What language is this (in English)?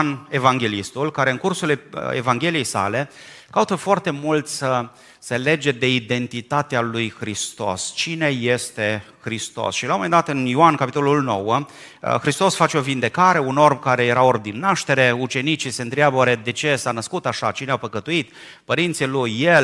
Romanian